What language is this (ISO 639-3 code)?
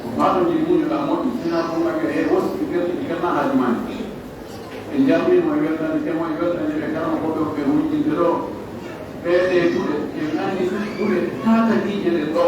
ful